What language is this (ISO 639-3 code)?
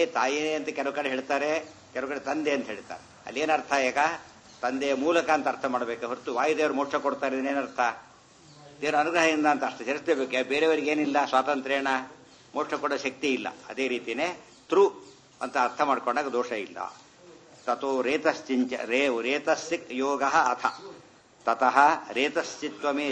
kan